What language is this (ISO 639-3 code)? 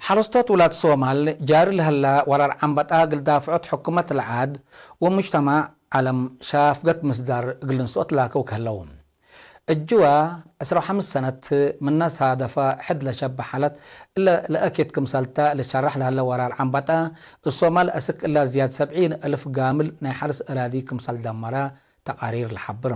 tig